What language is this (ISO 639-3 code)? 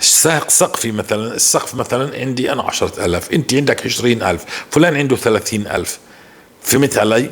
apc